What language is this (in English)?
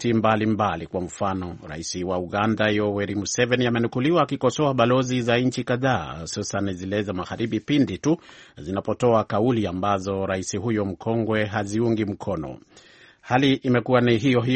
Swahili